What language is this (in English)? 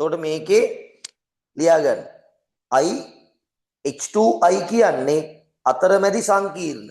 Sinhala